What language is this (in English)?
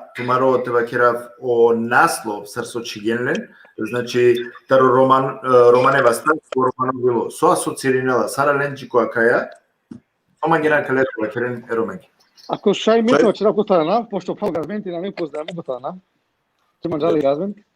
Balkan Romani